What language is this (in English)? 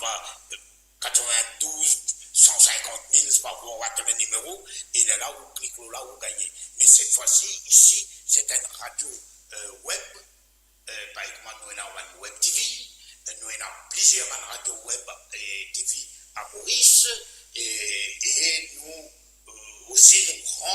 Morisyen